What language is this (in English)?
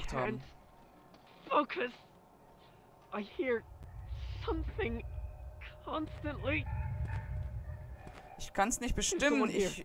German